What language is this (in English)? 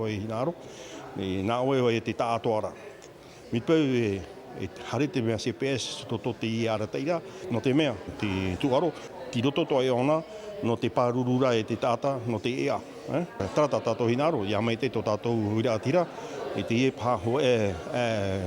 Tahitian